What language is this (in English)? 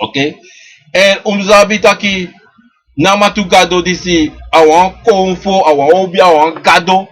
Sranan Tongo